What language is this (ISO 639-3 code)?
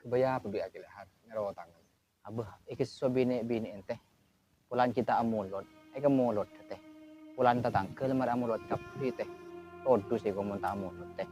mad